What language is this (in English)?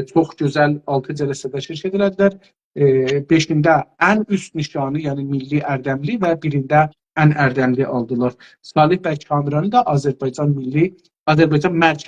South Azerbaijani